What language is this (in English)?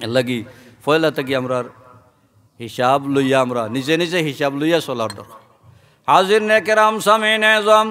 Sylheti